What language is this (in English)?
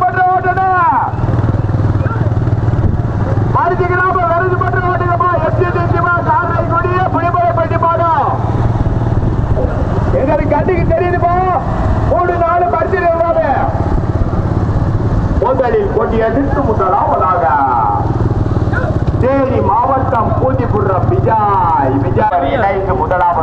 Tamil